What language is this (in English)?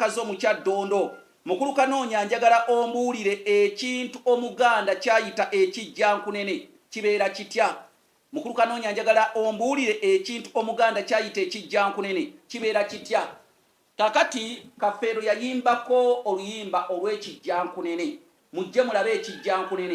Ganda